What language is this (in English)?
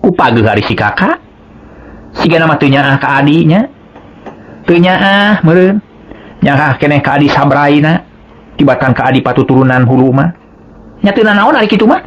Sundanese